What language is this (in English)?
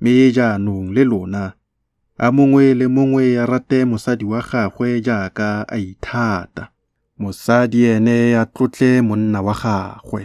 Tswana